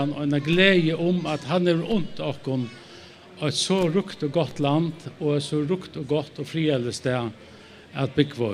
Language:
Faroese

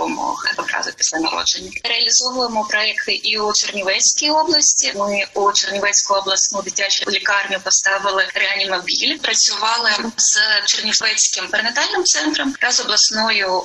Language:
Ukrainian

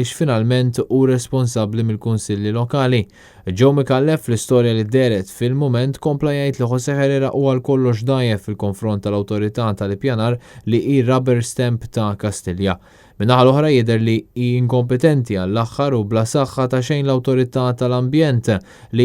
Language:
Maltese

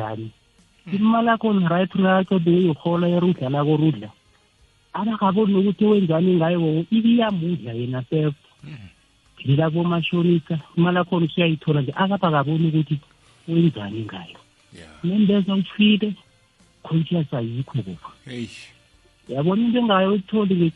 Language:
South Ndebele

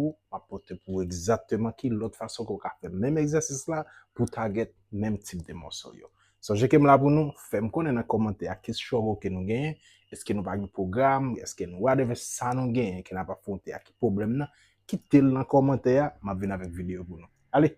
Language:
Haitian Creole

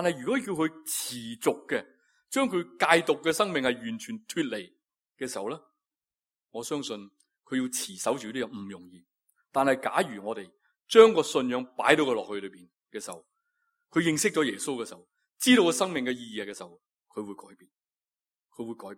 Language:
Cantonese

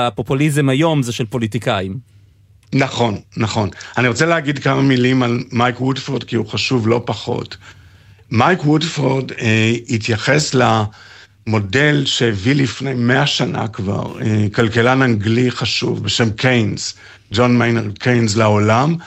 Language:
Hebrew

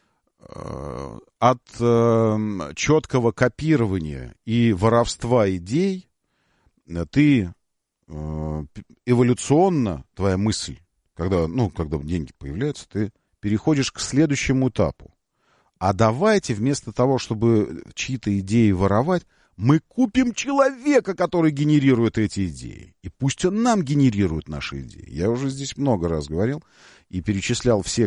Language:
Russian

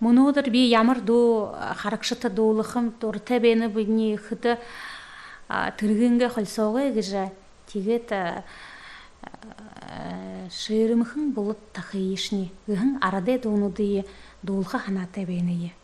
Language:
Buriat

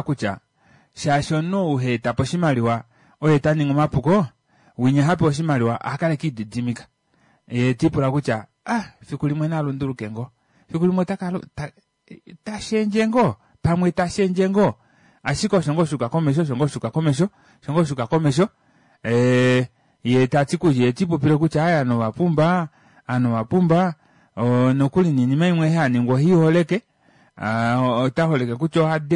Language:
Kuanyama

